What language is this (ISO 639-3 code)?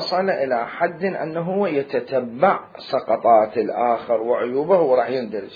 acm